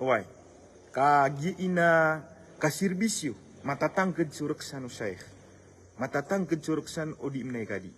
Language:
Maranao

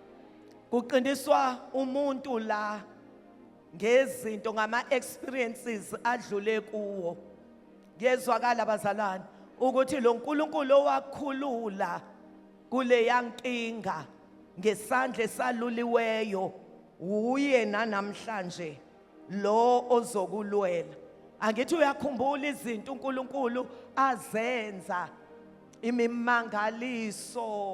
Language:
Zulu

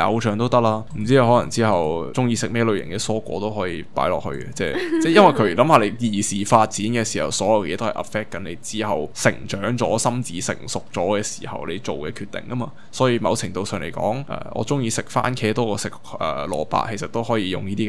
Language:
Cantonese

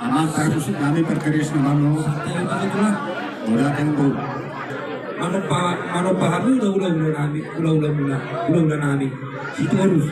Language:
Batak Toba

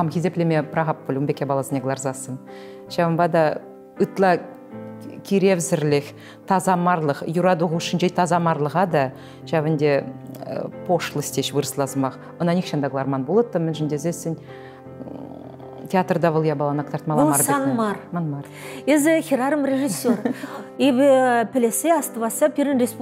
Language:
Chuvash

